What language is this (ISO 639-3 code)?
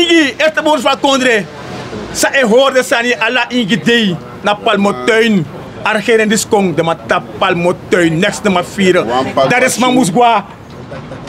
srn